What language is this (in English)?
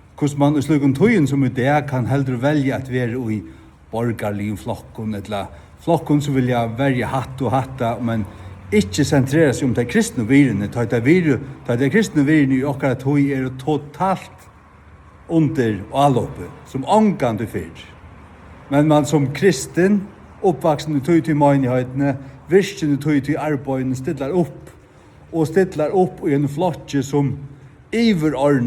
Faroese